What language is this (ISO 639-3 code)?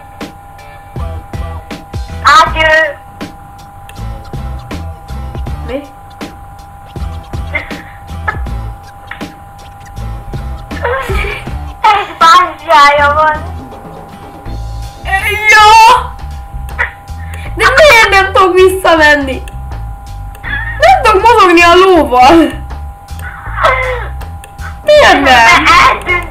hun